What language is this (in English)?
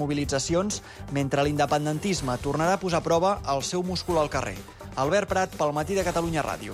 Catalan